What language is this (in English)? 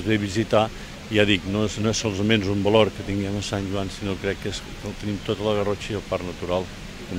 Catalan